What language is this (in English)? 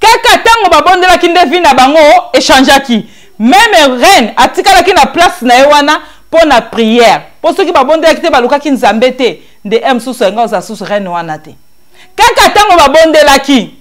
Lingala